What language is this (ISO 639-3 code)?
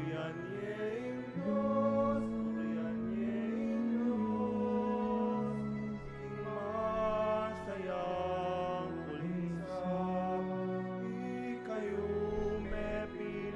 pam